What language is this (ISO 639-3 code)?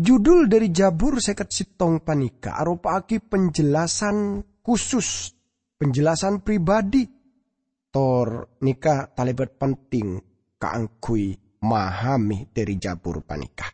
mad